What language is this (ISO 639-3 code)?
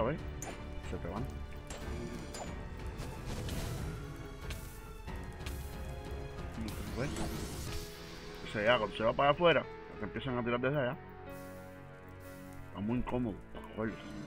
spa